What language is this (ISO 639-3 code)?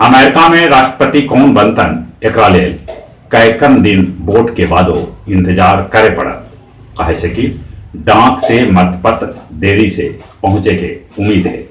mag